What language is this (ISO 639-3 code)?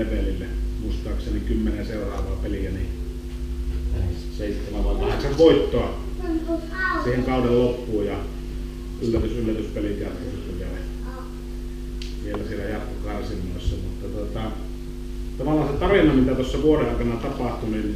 fin